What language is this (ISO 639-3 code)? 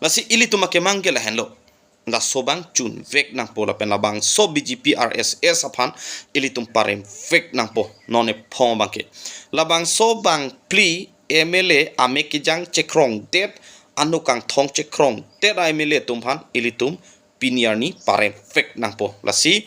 mjw